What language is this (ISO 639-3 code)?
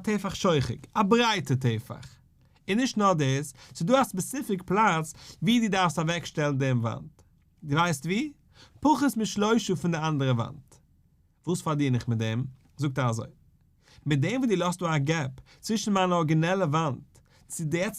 yid